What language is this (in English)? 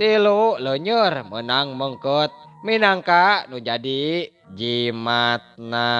Sundanese